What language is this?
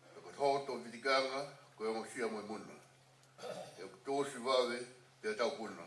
Tongan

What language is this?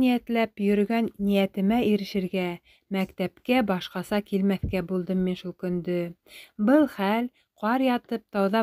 Bashkir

